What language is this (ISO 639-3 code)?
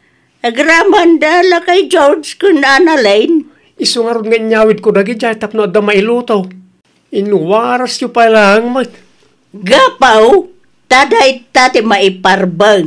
ilo